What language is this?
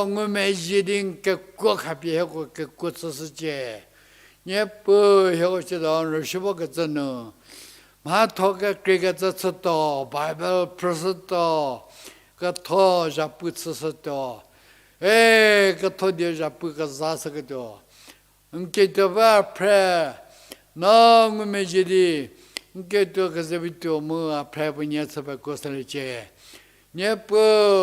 Angami Naga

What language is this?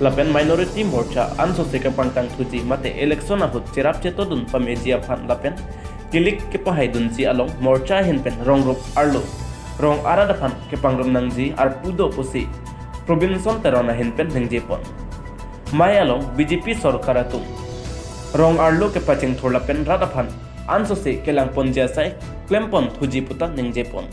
Karbi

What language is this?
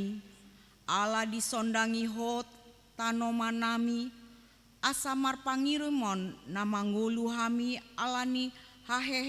Batak Toba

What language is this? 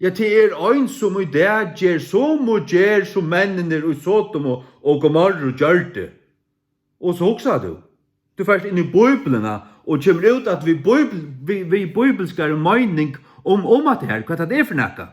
Faroese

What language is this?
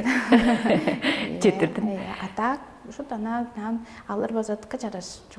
Tuvinian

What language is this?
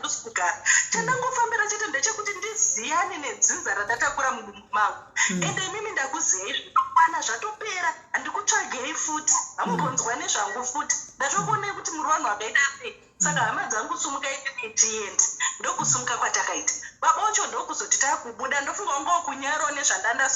Shona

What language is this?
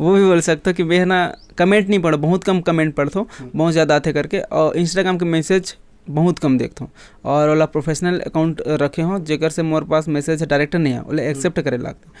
Chhattisgarhi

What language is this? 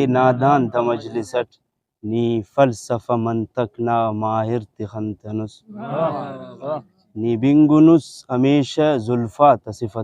Brahui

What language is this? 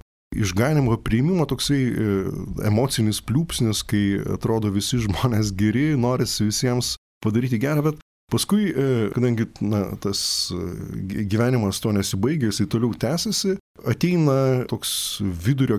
Lithuanian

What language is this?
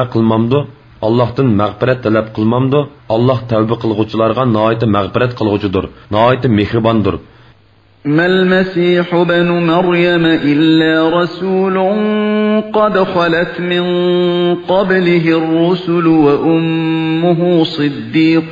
Uyghur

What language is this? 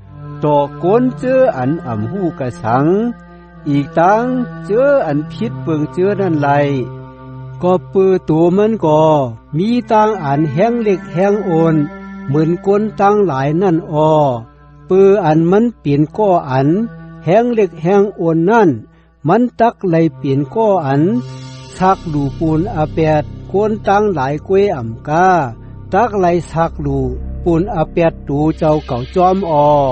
Shan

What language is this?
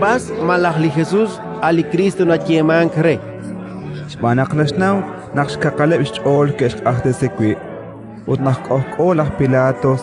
Kekchí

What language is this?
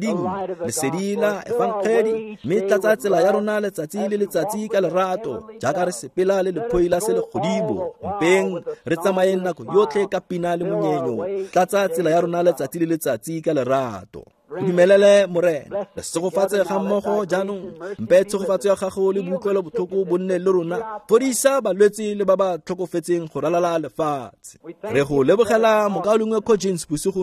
Tswana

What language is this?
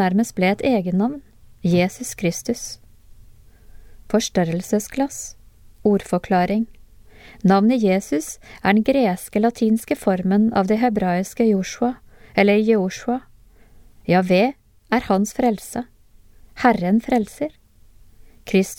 Norwegian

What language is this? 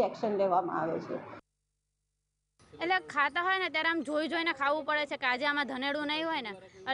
Gujarati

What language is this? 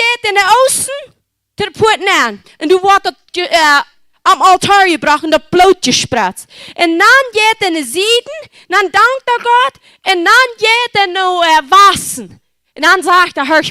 Plautdietsch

